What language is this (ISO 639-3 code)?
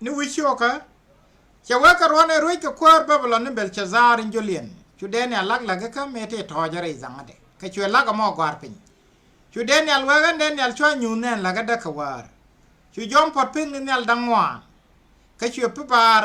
nus